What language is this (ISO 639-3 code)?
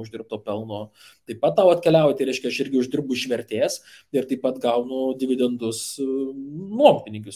lit